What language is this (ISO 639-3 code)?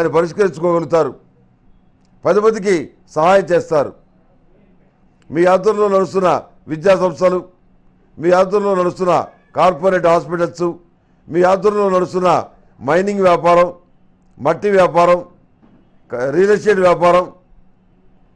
tel